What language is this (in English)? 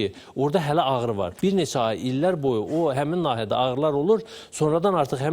Azerbaijani